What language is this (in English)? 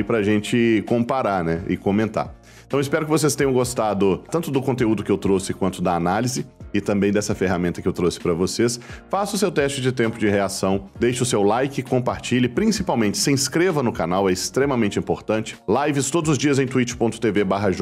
Portuguese